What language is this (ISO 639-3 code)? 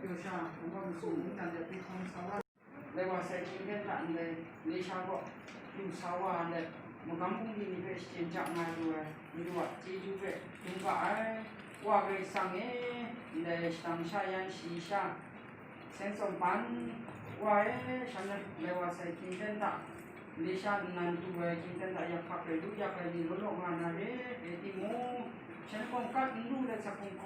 kac